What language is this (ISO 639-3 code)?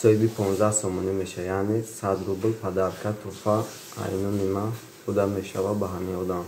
tgk